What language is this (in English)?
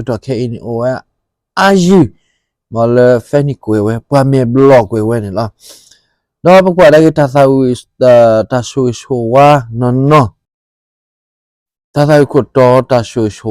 S'gaw Karen